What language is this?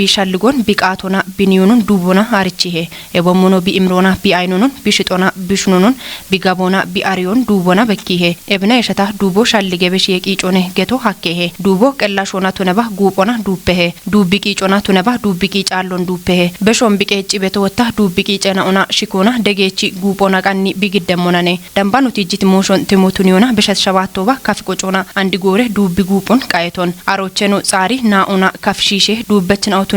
Kafa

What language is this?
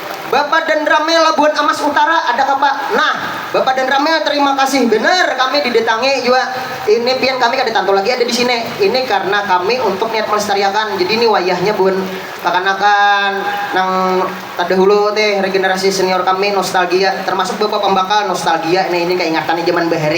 Banjar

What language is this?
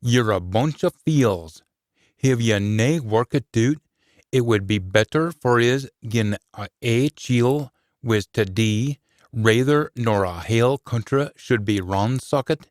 Scots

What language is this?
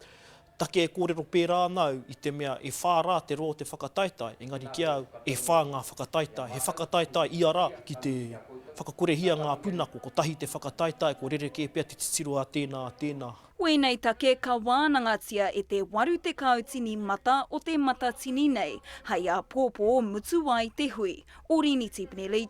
Māori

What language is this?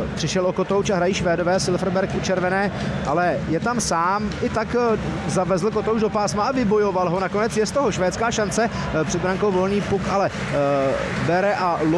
Czech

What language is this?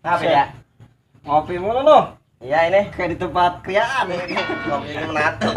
Betawi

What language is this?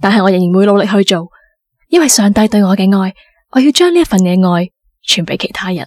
Cantonese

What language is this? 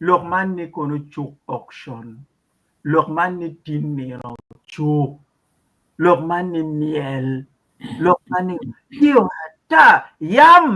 Acoli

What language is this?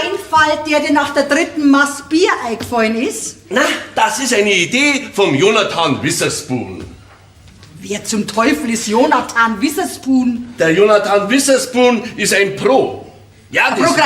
Bavarian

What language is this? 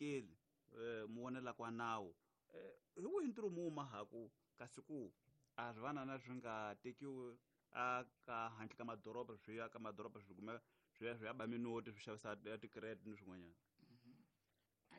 Tsonga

